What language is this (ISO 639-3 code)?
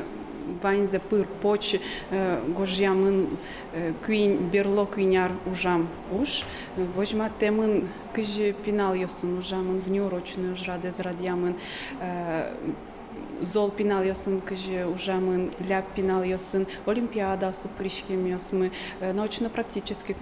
udm